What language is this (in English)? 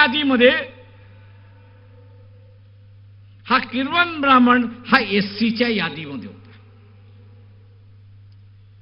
Marathi